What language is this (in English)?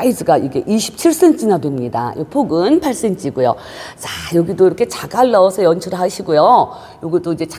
Korean